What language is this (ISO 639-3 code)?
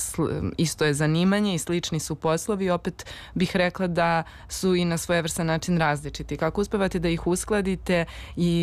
srp